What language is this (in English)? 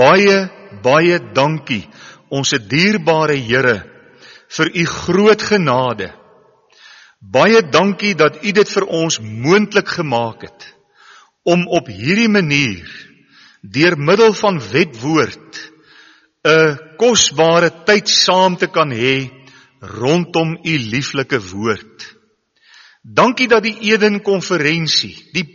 Afrikaans